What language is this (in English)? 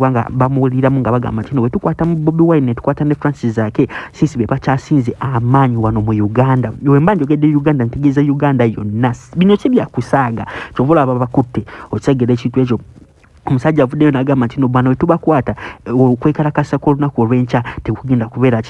Ganda